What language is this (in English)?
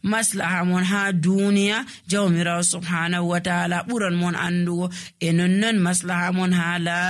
Nigerian Fulfulde